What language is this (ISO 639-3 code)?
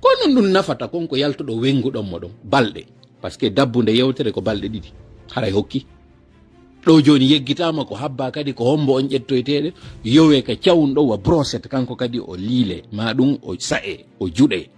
ful